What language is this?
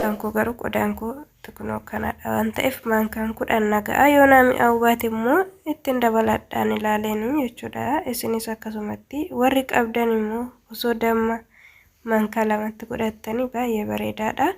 Oromo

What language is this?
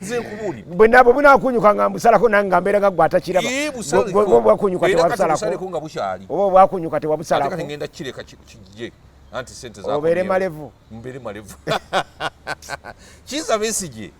Ganda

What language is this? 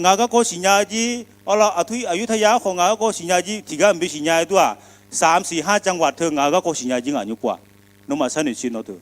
Akha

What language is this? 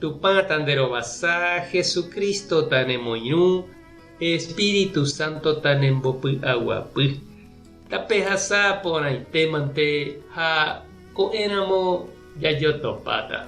Guarani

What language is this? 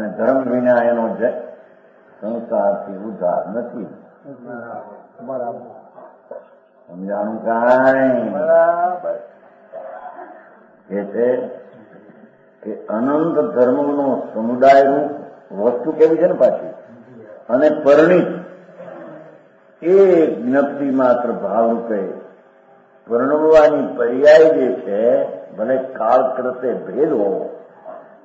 Gujarati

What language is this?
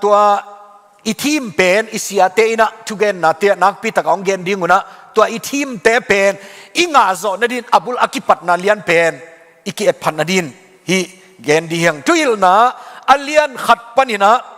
Tedim Chin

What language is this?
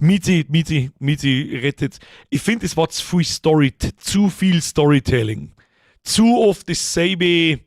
Bavarian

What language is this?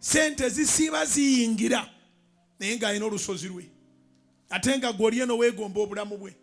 Ganda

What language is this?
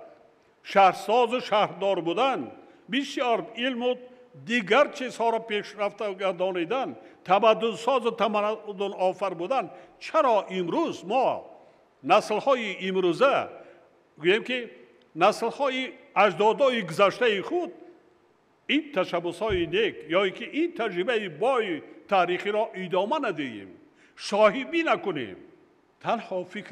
Tajik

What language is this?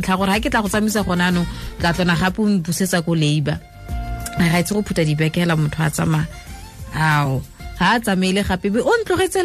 Tswana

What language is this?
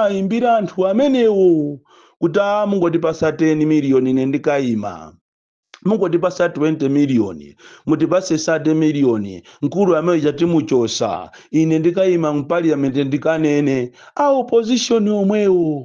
Nyanja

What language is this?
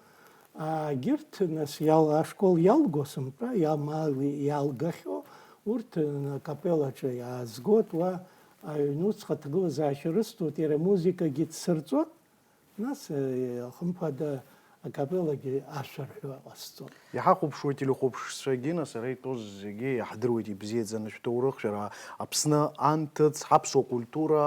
Abkhazian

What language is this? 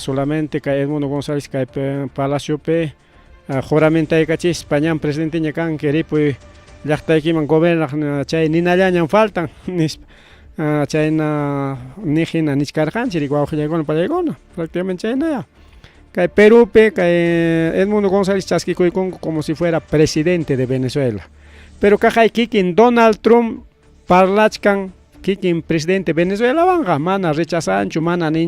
Ayacucho Quechua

